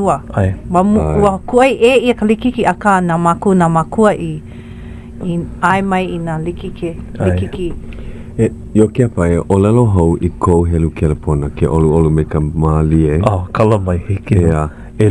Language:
Hawaiian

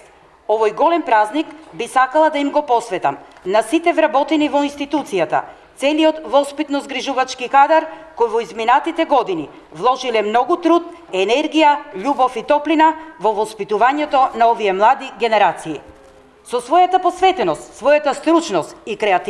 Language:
Macedonian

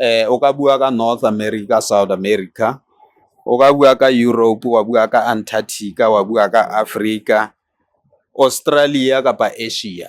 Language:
Tswana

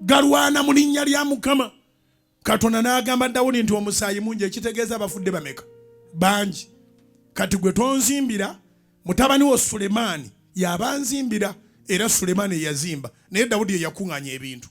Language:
Ganda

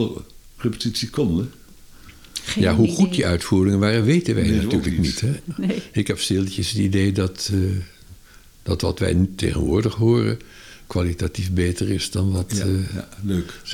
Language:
Dutch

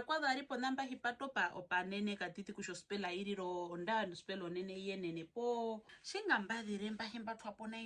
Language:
Herero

